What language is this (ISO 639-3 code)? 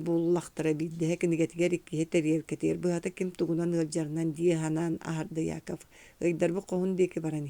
sah